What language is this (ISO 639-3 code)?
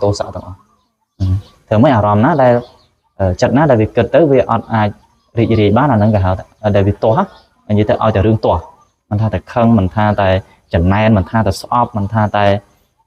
khm